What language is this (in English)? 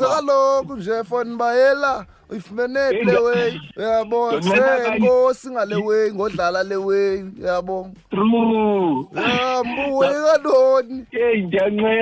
Xhosa